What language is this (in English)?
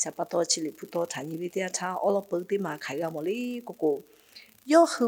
Lahu